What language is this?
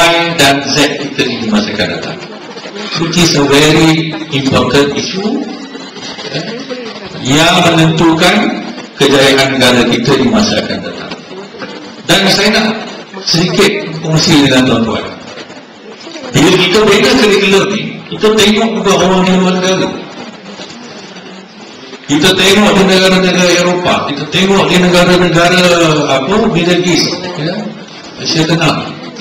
Malay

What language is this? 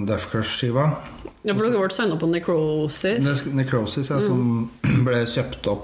Norwegian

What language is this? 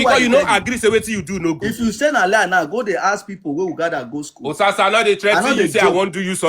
Nigerian Pidgin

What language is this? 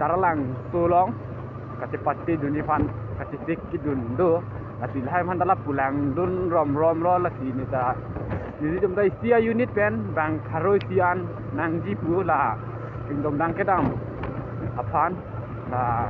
Karbi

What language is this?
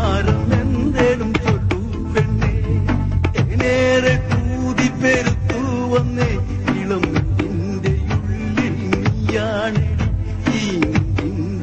Malayalam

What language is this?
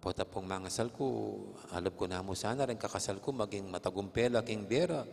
Pampanga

